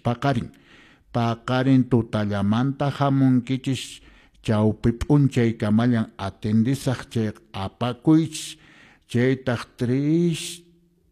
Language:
Quechua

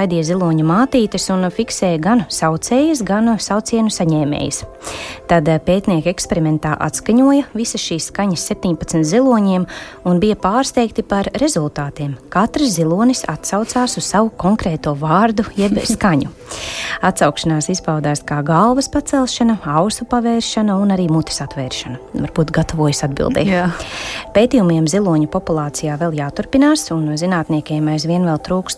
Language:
Latvian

